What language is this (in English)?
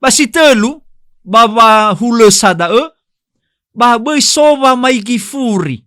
Nias